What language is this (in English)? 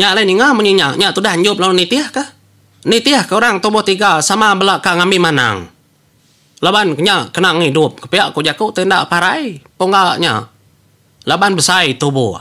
Iban